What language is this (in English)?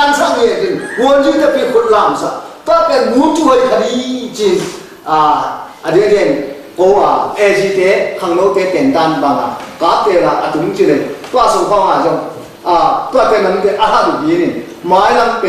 Tedim Chin